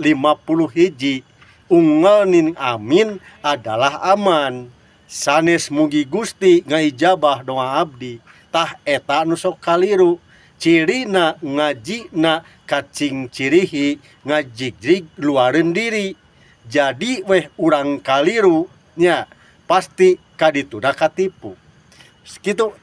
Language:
Sundanese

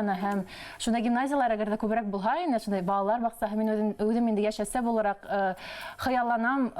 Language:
Bashkir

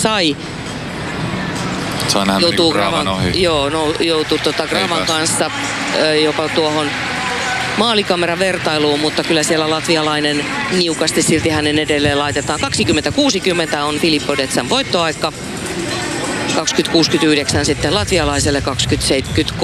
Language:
Finnish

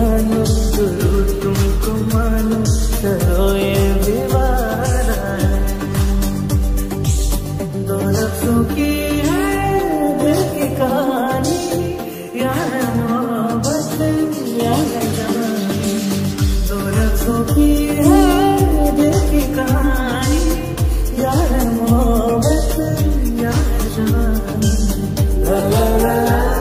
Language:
Hindi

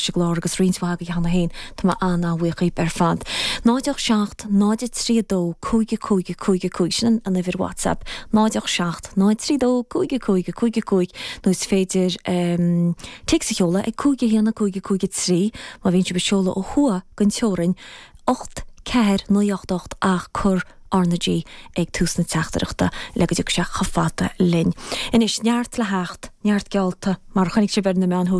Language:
Irish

